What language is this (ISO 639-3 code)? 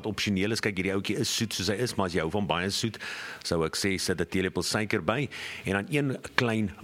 afr